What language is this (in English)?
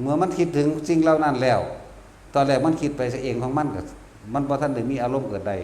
Northeastern Thai